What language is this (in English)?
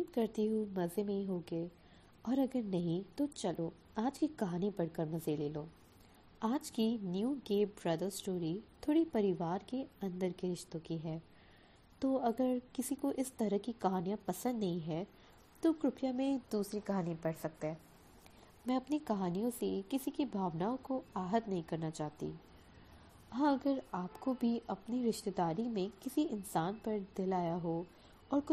Hindi